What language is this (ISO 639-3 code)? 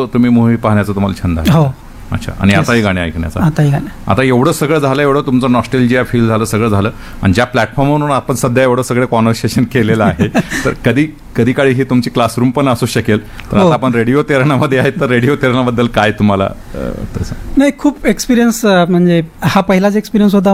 mar